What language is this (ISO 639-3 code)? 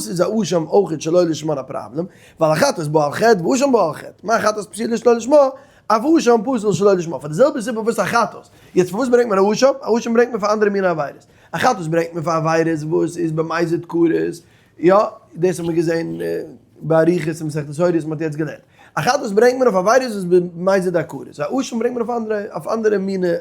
yid